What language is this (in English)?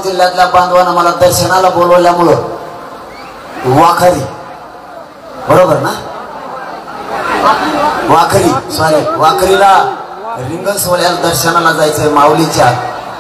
Marathi